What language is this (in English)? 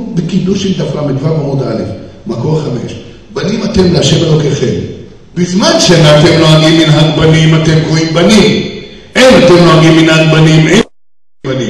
Hebrew